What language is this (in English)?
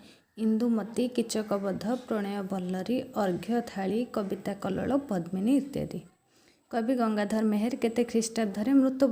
Odia